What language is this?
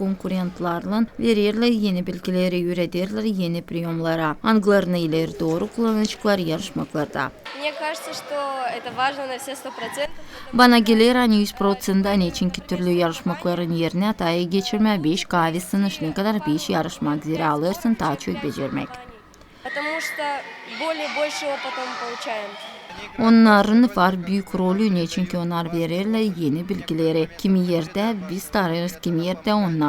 Gagauz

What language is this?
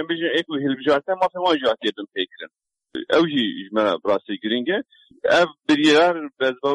Kurdish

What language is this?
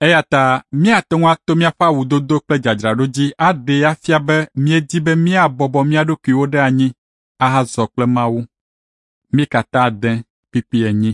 Ewe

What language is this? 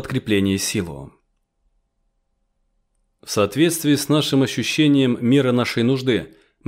Russian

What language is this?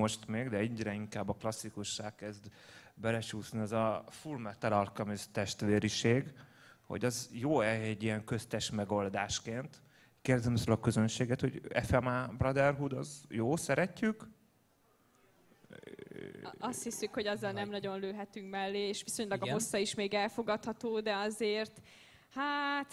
Hungarian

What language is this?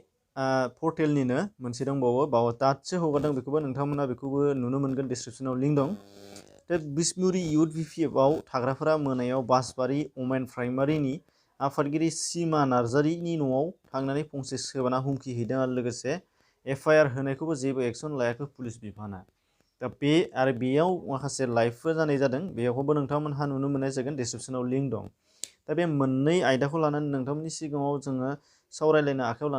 Bodo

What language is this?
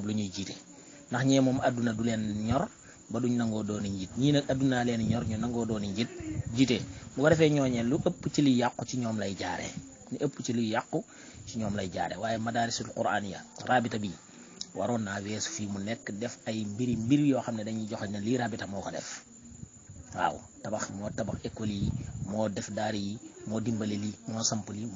Wolof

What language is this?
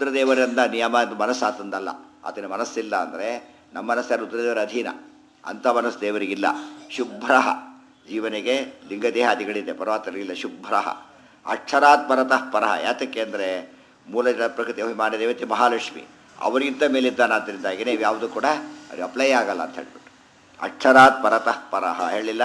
Kannada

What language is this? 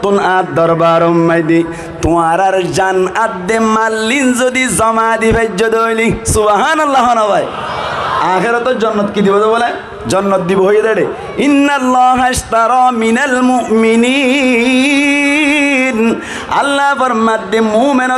Rohingya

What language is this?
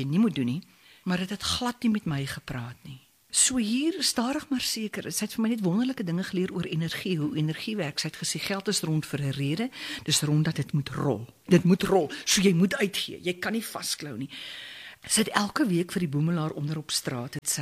Afrikaans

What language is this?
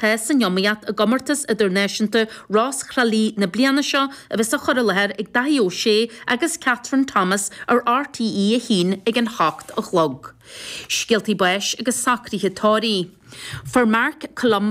Irish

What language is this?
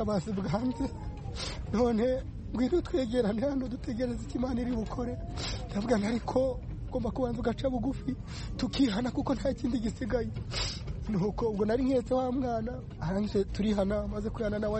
Kinyarwanda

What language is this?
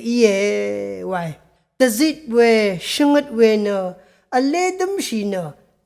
Rawang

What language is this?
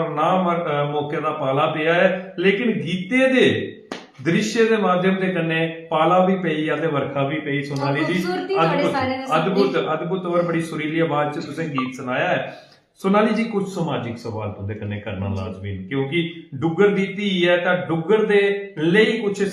Dogri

